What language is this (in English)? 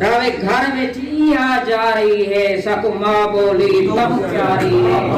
Saraiki